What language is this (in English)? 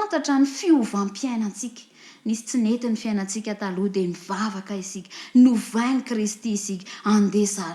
Malagasy